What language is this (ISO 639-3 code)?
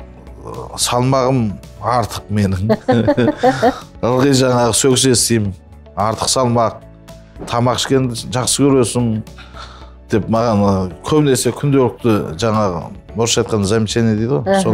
kaz